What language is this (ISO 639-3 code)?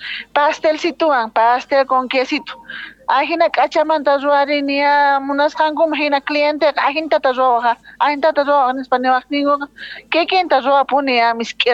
que